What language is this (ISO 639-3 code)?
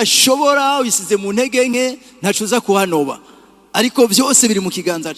run